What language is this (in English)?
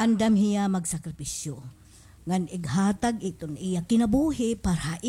Waray